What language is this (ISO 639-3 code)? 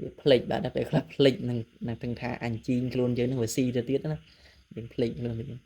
khm